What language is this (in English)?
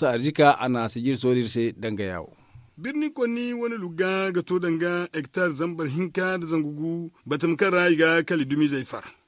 Zarma